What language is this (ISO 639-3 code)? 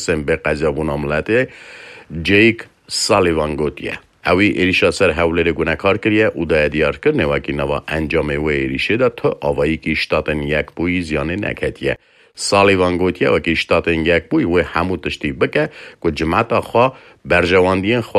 kur